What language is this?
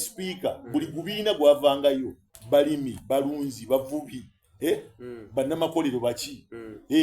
Soga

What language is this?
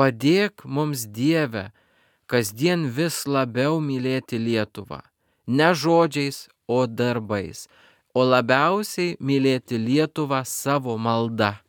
Lithuanian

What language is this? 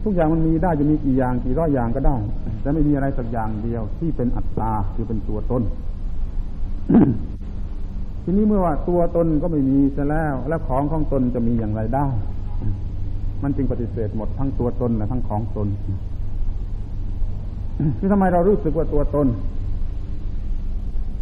Thai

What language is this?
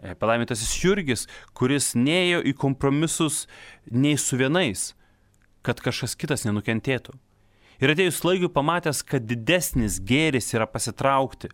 Lithuanian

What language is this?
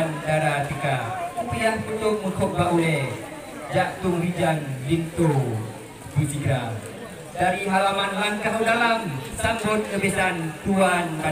Achinese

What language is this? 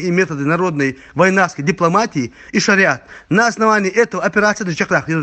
Ingush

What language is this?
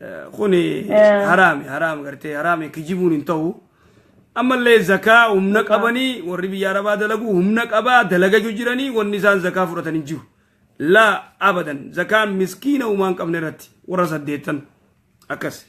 Oromo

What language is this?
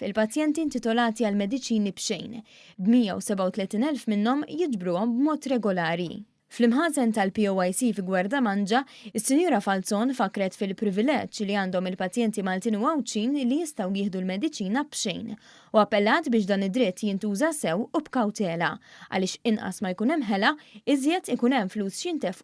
Maltese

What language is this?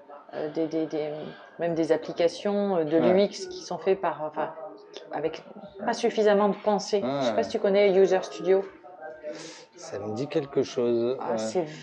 French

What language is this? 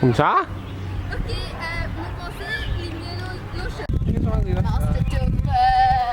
Morisyen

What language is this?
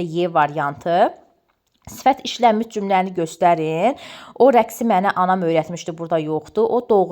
Azerbaijani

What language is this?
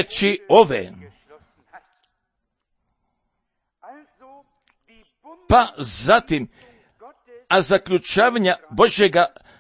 Croatian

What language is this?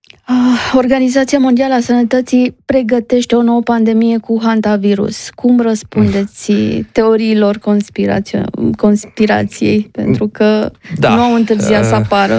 Romanian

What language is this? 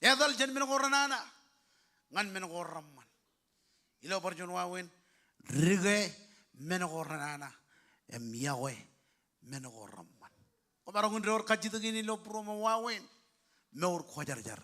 Marshallese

